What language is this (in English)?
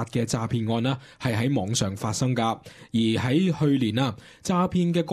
Cantonese